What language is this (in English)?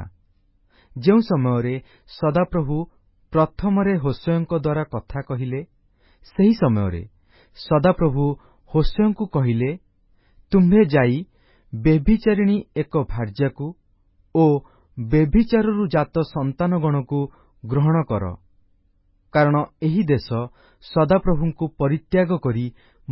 Odia